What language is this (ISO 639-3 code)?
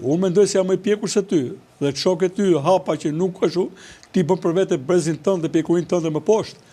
sqi